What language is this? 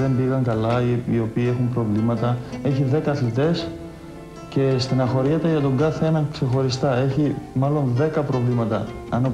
Greek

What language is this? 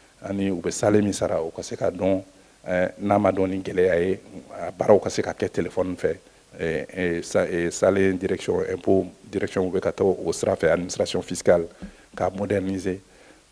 Bambara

